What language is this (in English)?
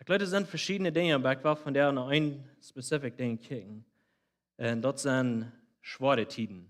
Plautdietsch